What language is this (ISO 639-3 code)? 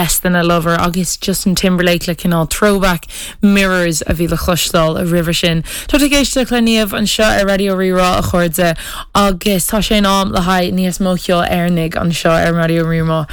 gle